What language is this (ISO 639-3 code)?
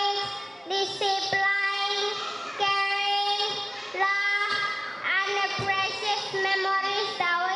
tet